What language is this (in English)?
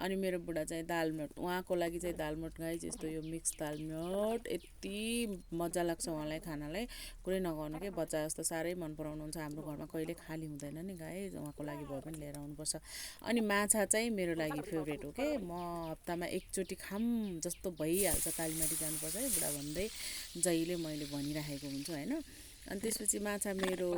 Nepali